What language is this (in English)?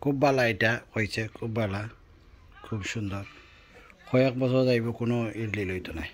Sylheti